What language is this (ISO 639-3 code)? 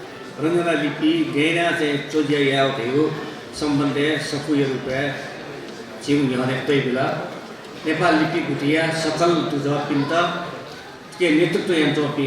new